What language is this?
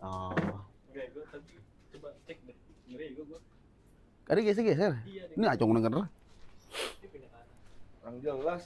Betawi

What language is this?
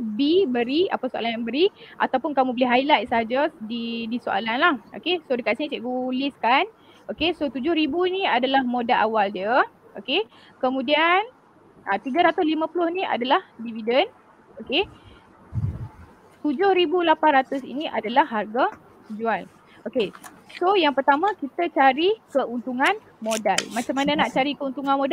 Malay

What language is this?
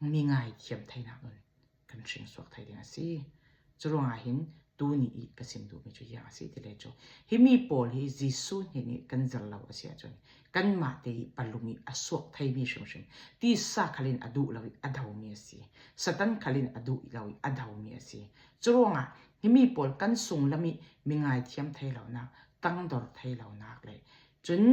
Falam Chin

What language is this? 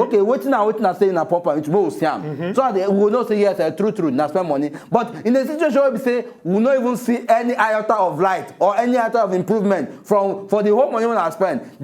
Nigerian Pidgin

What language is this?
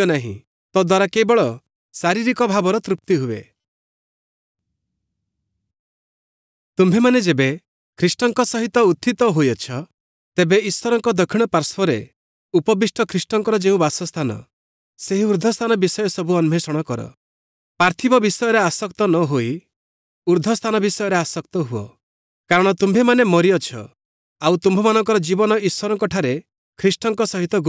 Odia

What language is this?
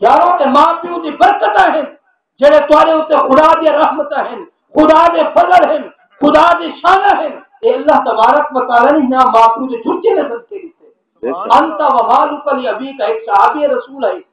Saraiki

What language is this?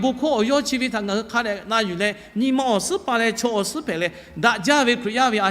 Lahu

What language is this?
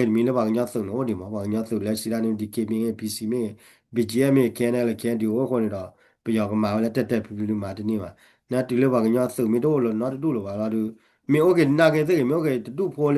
S'gaw Karen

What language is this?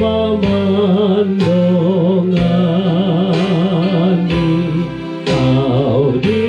Batak Toba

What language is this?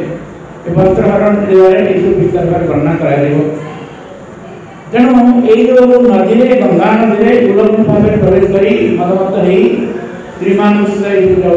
Odia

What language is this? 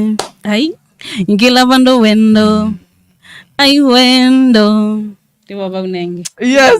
Kamba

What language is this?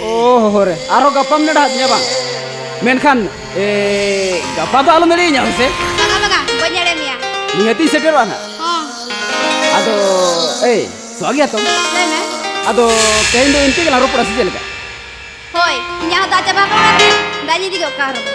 Santali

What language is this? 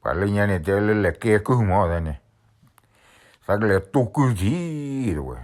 S'gaw Karen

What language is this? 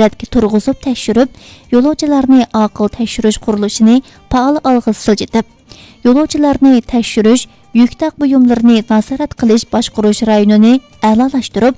Uyghur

